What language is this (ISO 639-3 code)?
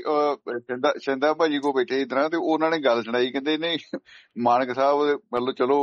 pan